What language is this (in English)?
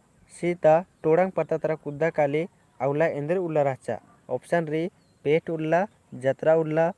Kurukh